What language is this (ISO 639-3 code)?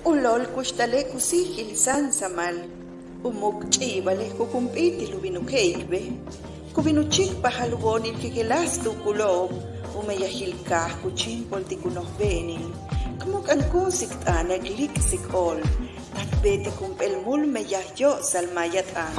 yua